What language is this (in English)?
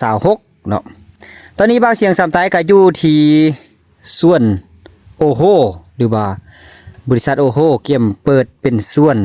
Lao